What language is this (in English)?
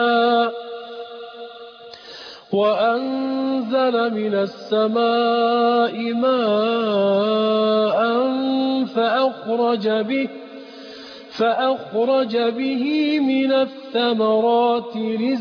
Arabic